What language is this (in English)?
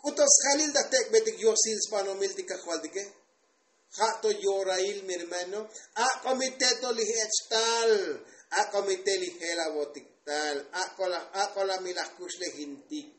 Tzotzil